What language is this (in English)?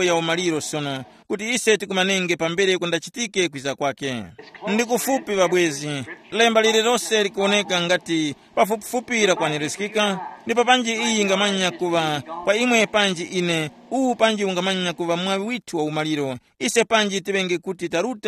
Tumbuka